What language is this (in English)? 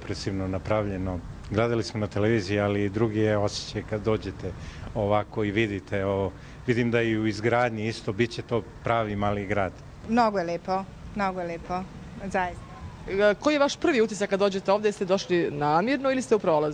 Bosnian